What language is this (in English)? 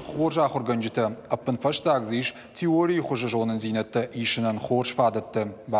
Ossetic